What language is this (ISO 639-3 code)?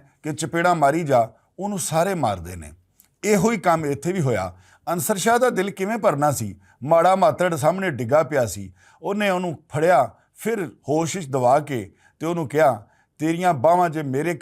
lah